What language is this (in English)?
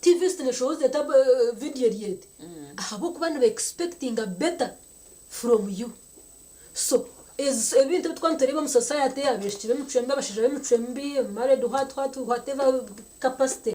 Nyankole